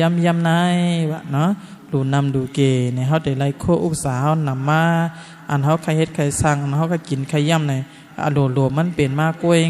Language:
Shan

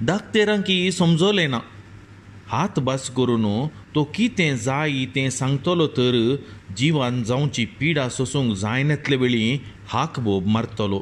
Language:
Konkani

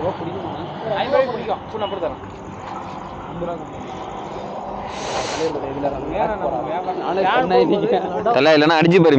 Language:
Tamil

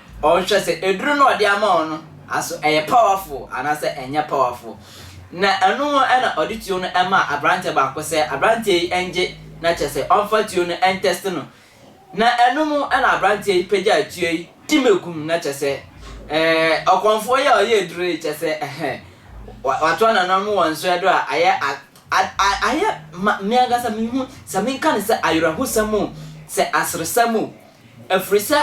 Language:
Akan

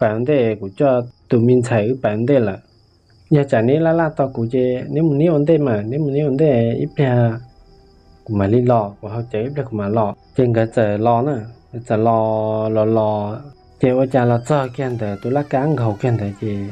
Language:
Hmong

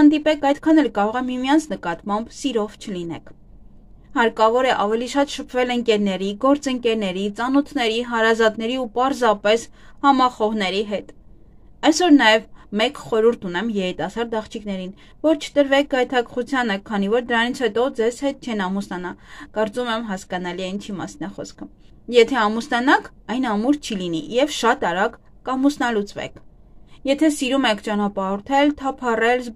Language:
Armenian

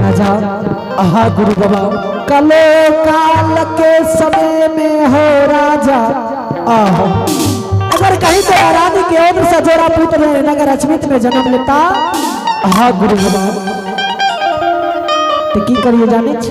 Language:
Angika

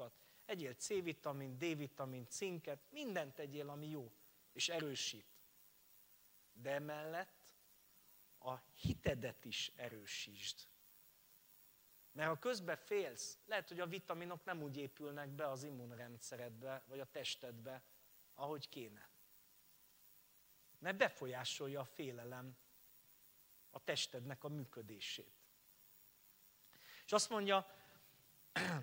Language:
Hungarian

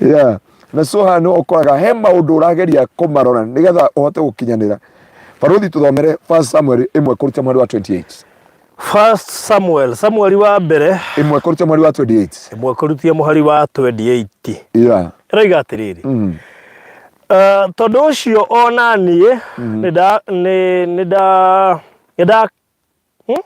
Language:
Kikuyu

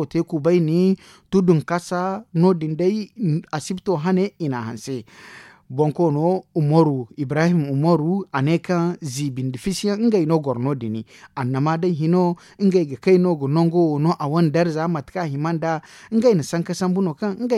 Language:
Zarma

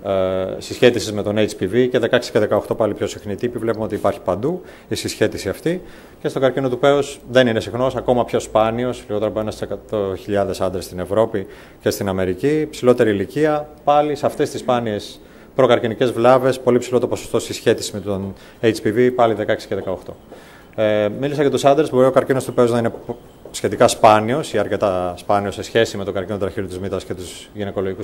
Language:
Greek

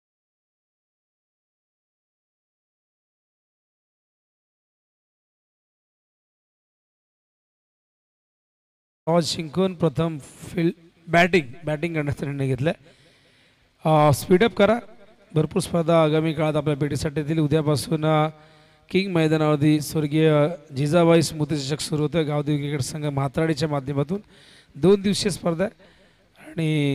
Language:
Marathi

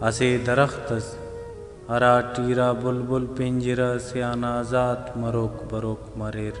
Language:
Brahui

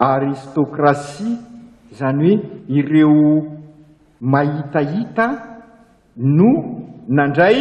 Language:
Malagasy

